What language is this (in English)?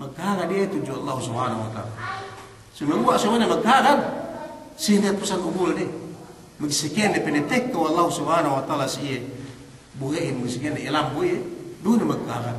Yakan